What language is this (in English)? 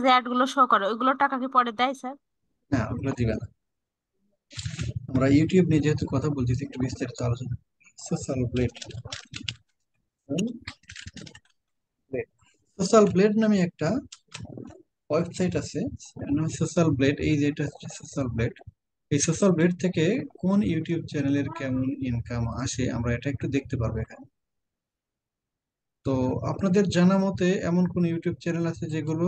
Bangla